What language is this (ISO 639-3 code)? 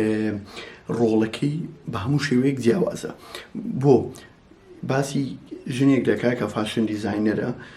ckb